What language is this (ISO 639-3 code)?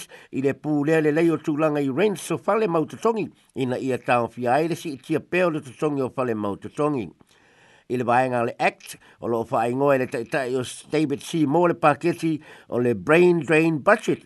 smo